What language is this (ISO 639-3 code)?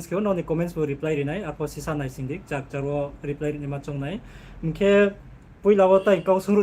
ria